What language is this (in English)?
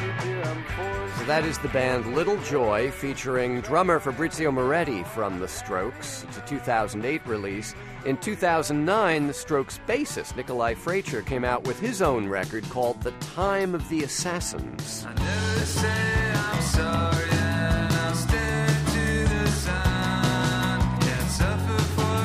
English